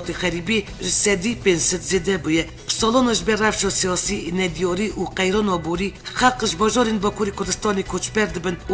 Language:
Kurdish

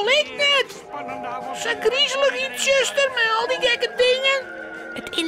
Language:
Western Frisian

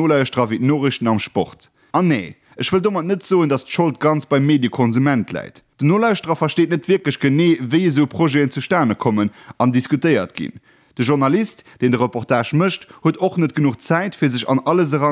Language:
Luxembourgish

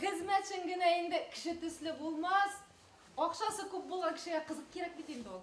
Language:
Bashkir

